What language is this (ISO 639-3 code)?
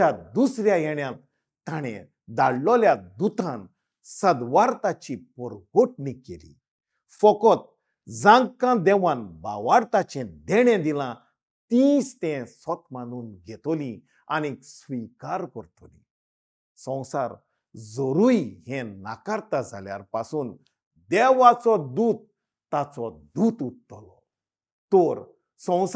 kok